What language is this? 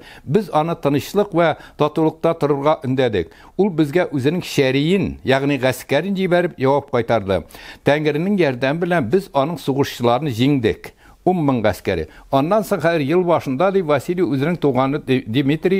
Tatar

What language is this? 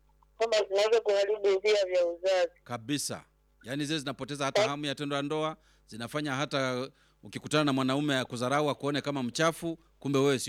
Swahili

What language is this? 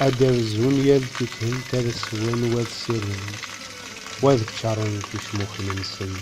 Kabyle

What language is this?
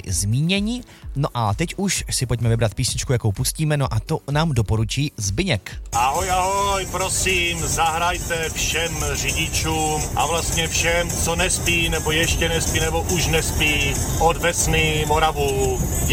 Czech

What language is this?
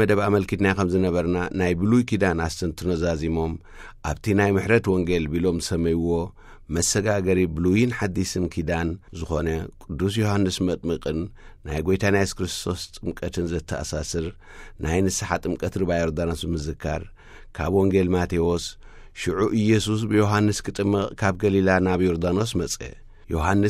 Tigrinya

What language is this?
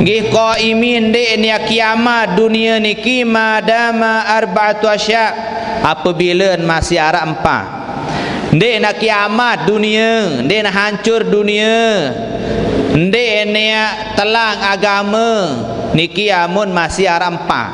Sasak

